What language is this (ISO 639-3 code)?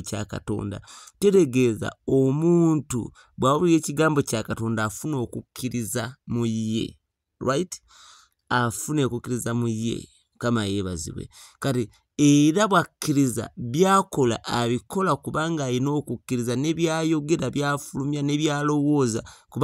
lug